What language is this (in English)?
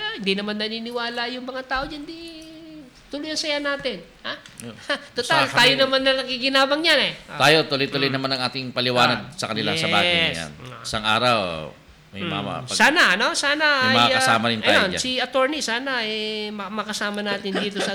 Filipino